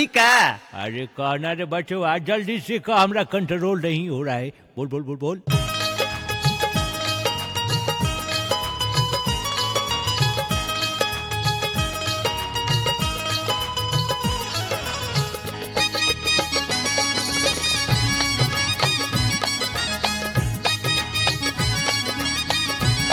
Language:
Bhojpuri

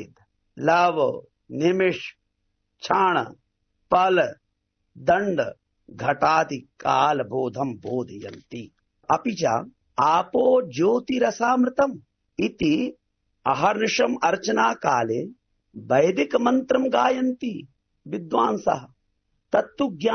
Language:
Sanskrit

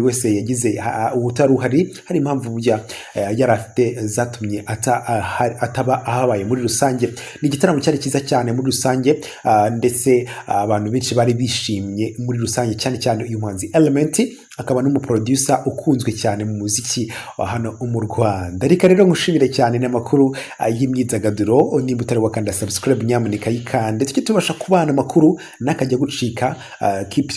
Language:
Kinyarwanda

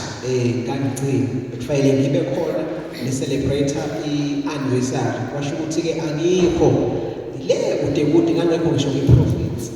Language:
Zulu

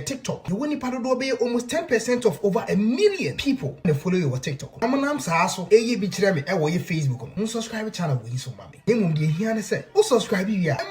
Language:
Akan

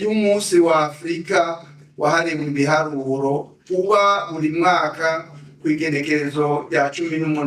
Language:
Rundi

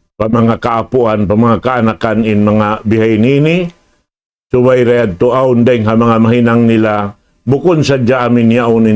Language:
Tausug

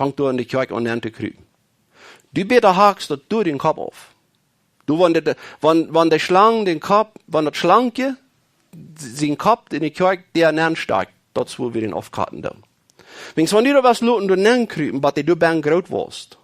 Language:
Plautdietsch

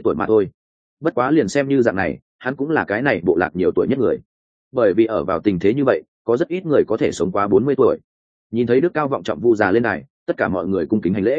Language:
Vietnamese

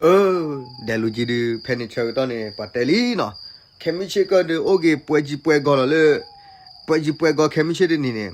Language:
S'gaw Karen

